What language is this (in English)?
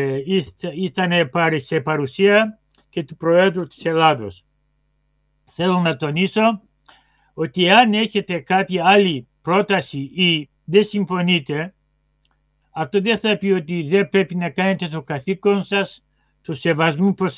Greek